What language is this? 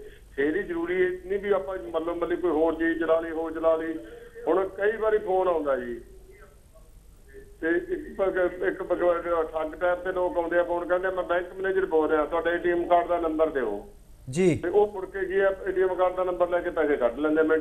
Punjabi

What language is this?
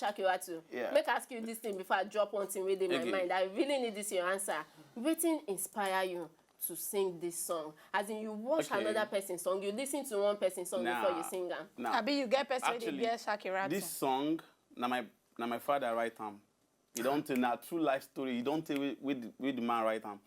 Nigerian Pidgin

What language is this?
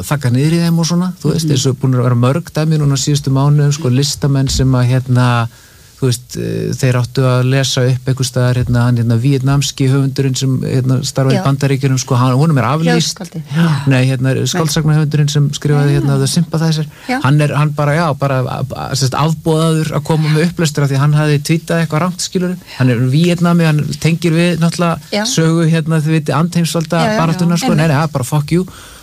Icelandic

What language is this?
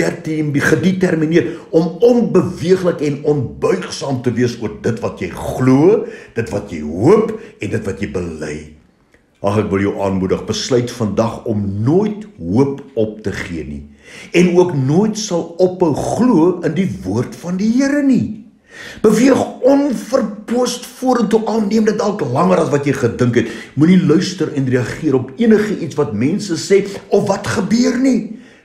Afrikaans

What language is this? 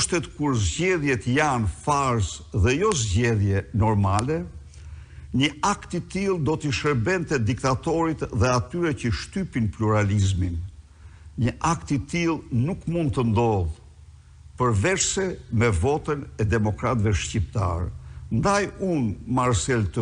Albanian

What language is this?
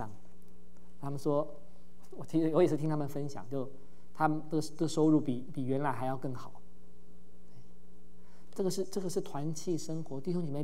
Chinese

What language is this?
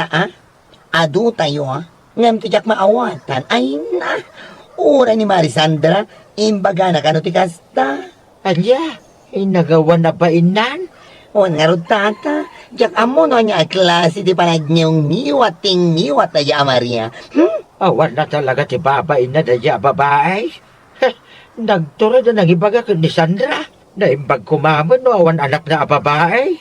Iloko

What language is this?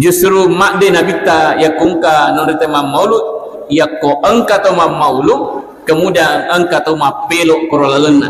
Buginese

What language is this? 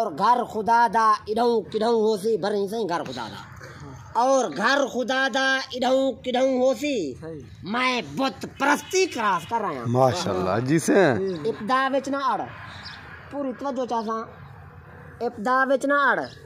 Saraiki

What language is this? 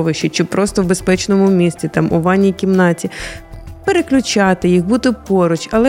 Ukrainian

